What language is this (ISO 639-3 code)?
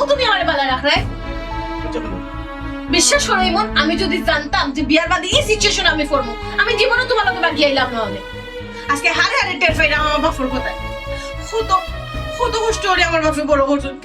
syl